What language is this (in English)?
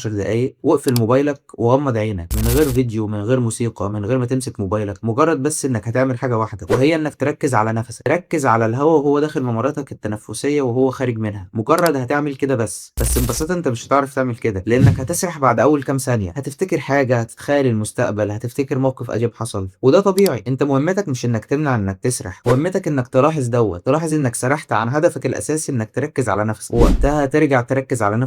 Egyptian Arabic